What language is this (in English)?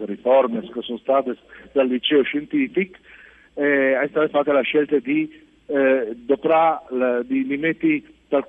Friulian